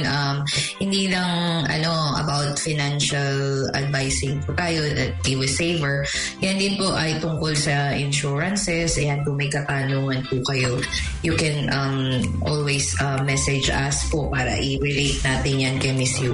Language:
Filipino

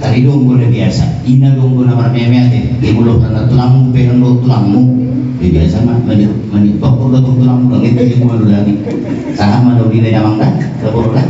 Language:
Batak Toba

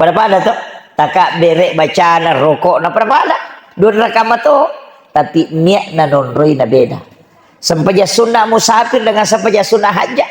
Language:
Buginese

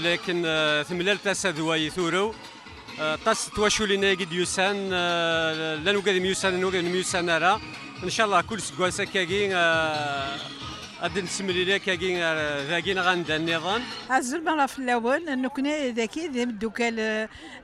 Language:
Kabyle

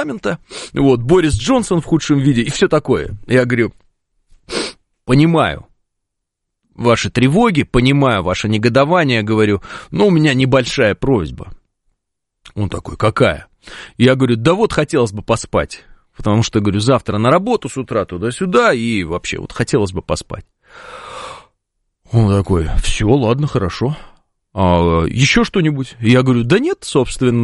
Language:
Russian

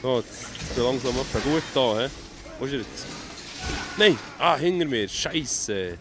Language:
Swiss German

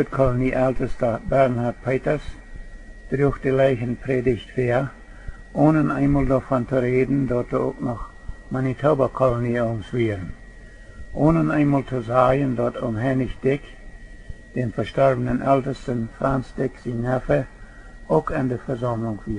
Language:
Plautdietsch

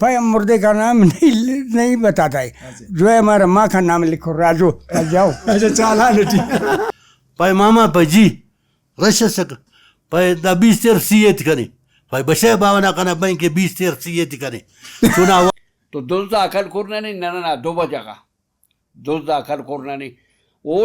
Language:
Brahui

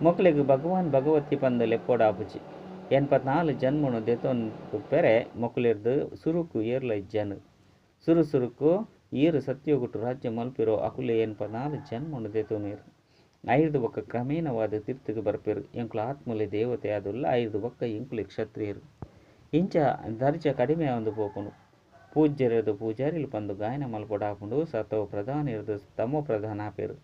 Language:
Tulu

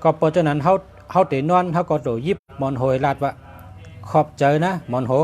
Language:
Shan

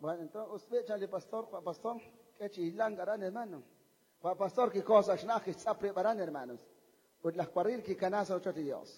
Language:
Kekchí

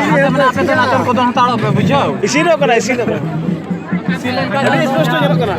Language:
Santali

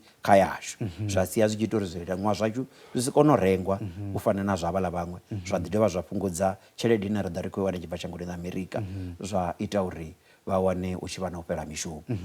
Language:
Venda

